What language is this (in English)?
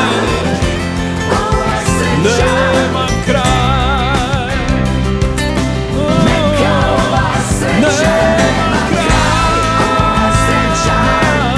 Croatian